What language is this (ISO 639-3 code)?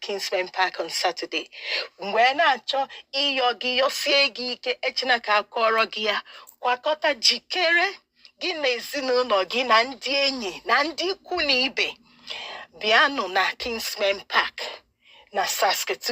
ibo